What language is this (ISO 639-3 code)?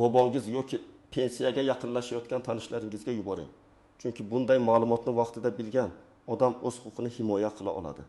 uzb